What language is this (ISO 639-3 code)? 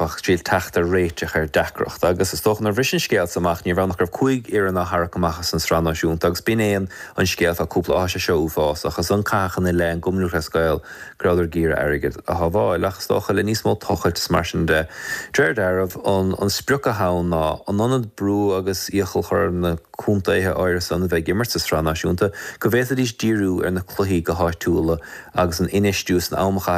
gle